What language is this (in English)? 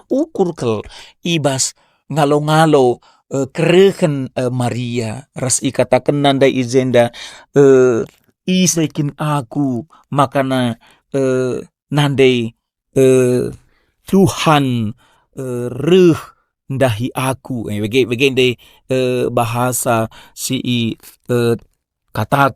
Batak Karo